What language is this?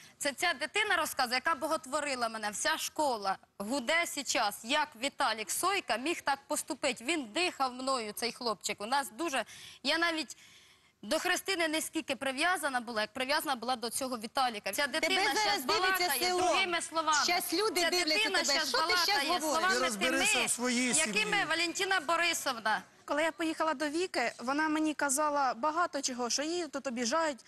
Ukrainian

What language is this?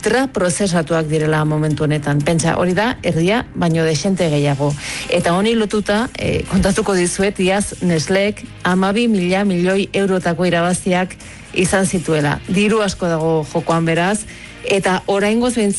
Basque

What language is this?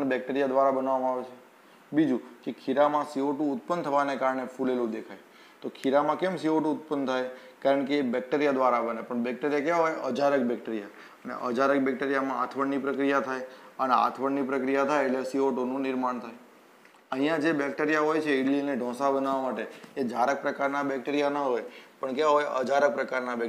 Gujarati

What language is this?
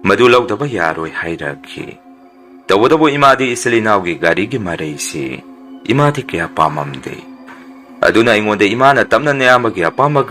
Manipuri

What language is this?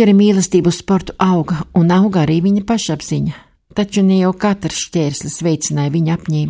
Latvian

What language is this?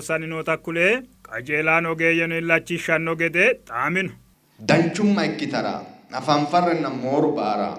Sidamo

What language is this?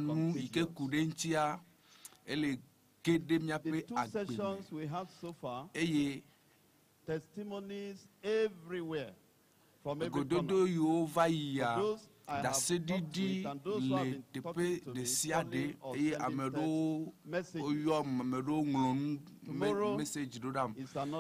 Ewe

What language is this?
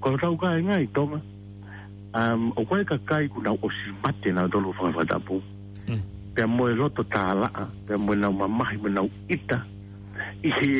Tongan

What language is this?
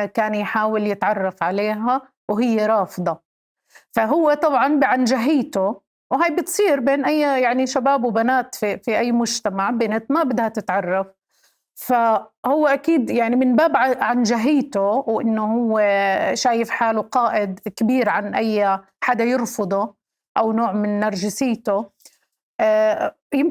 North Levantine Arabic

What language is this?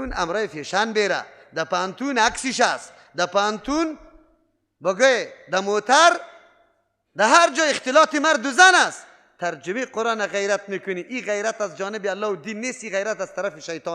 Persian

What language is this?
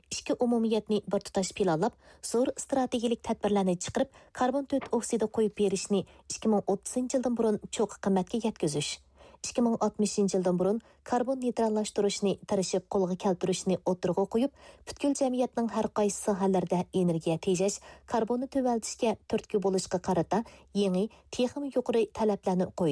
Uyghur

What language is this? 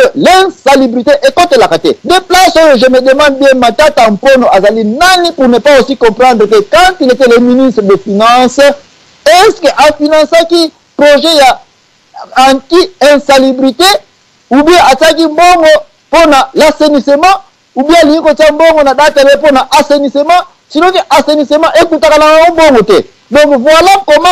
Lingala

